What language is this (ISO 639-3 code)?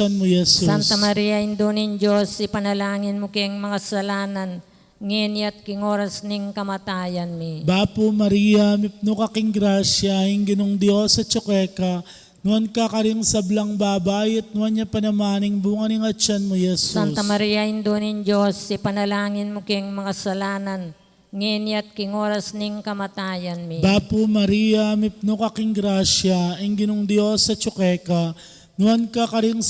pam